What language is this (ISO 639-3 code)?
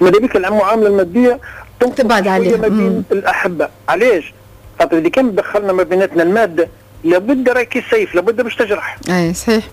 aeb